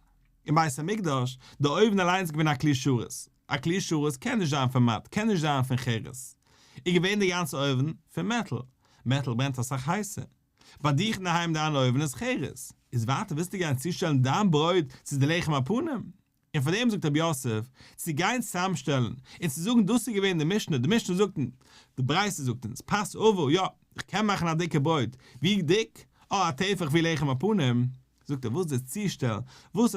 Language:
Yiddish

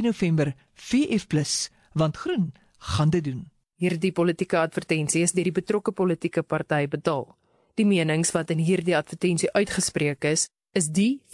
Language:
Afrikaans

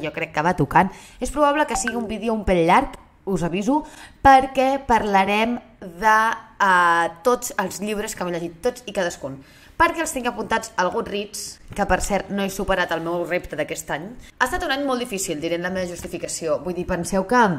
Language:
Catalan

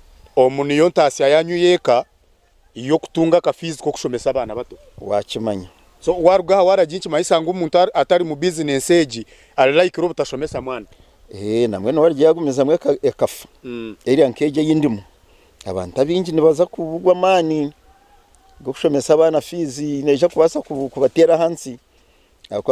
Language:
Nyankole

